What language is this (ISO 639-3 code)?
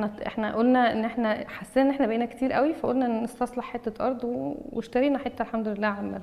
arz